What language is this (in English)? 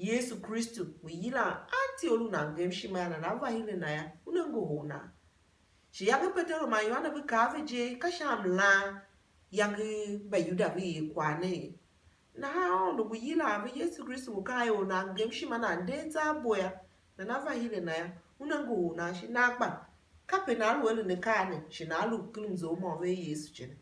Tiv